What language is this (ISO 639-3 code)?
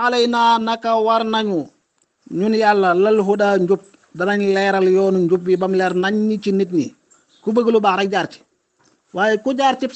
wol